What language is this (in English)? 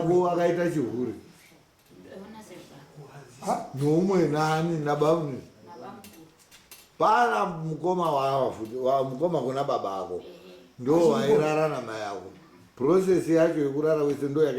Shona